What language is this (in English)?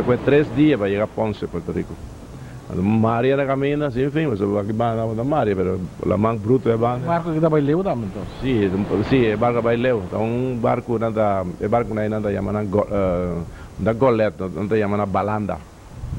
Papiamento